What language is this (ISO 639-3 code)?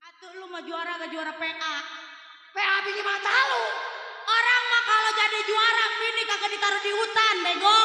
bew